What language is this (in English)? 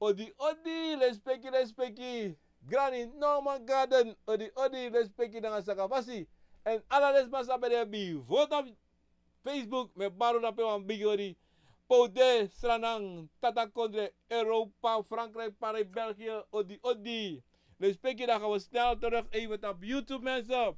Sranan Tongo